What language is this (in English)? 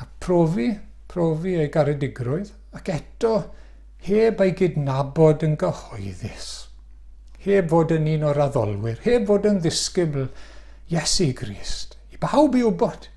Welsh